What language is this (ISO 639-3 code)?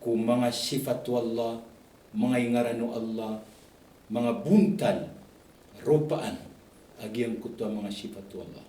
mrw